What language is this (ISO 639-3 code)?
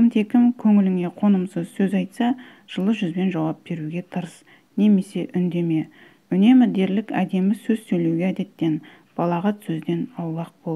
kaz